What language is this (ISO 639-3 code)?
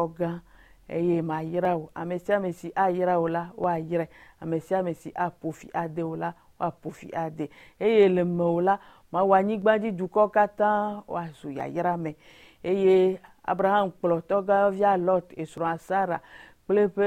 ewe